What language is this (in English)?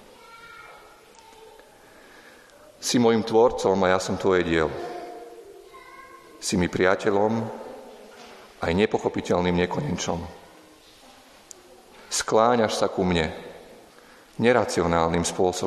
Slovak